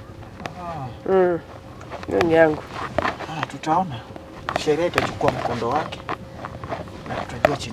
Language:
Swahili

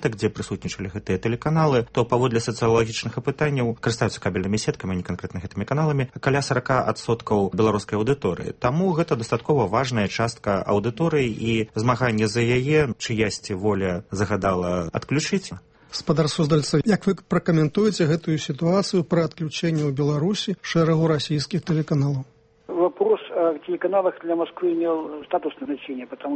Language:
Belarusian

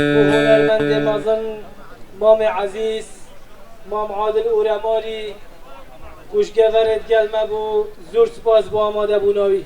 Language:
Kurdish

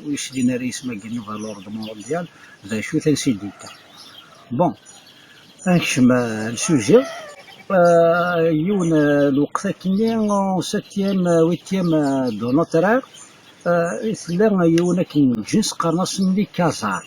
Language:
Kabyle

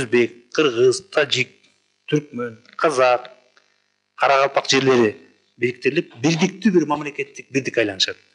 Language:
Kyrgyz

